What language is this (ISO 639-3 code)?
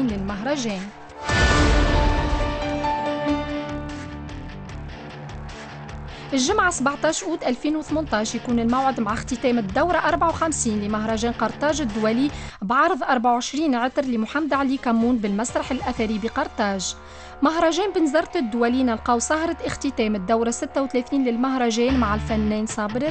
aeb